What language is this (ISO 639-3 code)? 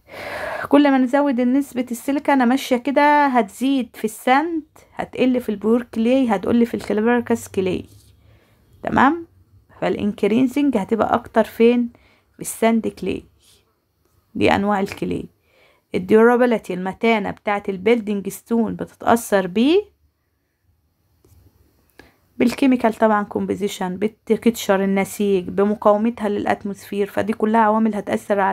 arz